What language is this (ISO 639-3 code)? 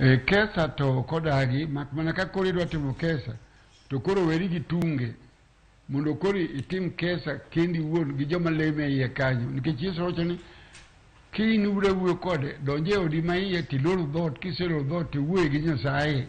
luo